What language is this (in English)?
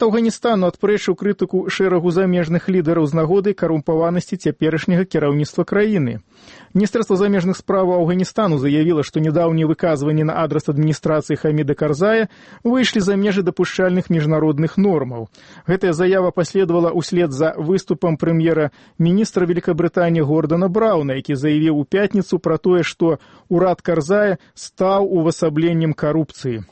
Belarusian